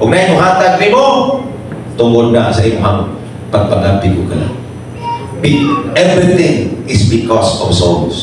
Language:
Cebuano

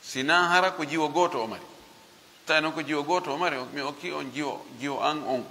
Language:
Fula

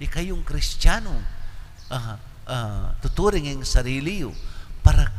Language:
Pampanga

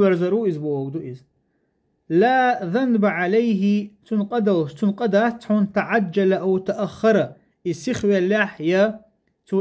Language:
Chechen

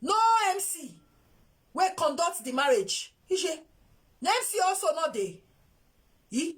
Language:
Nigerian Pidgin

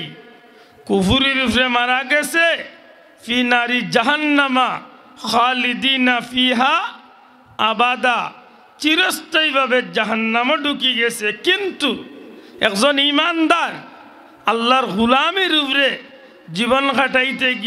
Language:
Sylheti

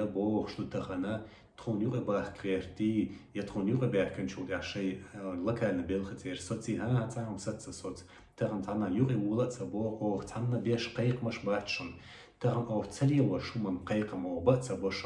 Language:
Chechen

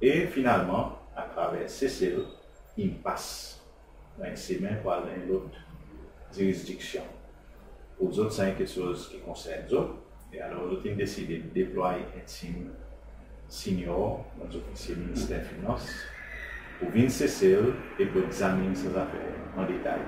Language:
Seselwa Creole French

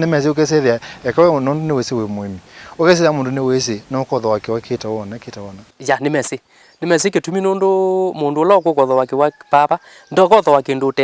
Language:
Kamba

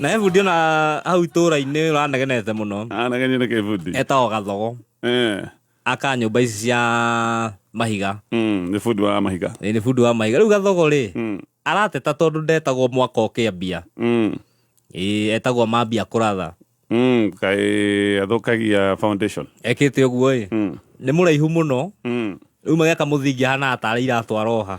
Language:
Kikuyu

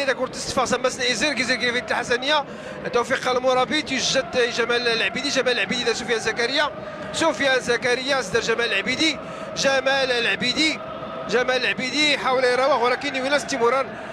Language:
Moroccan Arabic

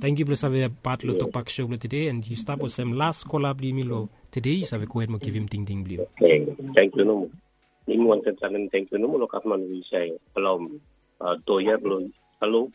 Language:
Bislama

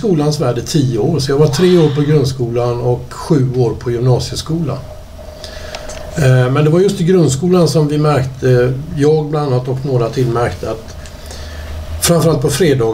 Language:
Swedish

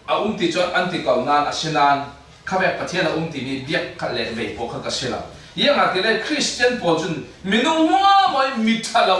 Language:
Falam Chin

